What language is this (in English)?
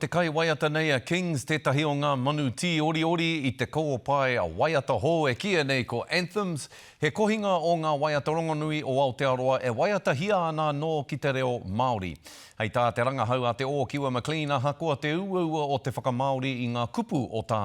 Māori